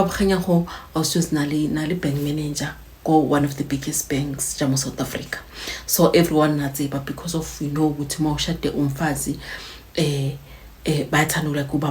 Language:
Zulu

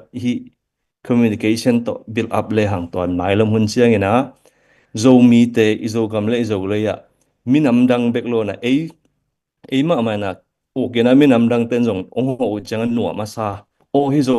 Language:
Tedim Chin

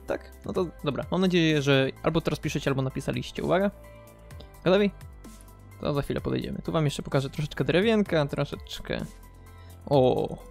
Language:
Polish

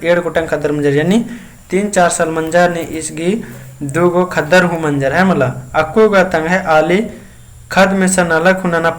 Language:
Kurukh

